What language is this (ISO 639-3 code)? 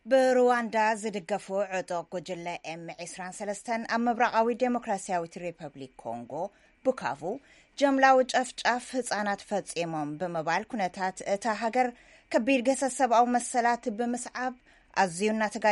tir